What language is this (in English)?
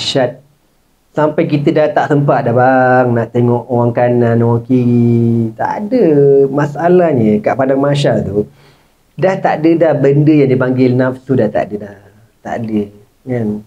Malay